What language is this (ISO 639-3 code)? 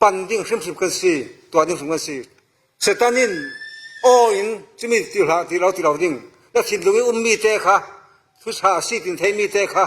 cfm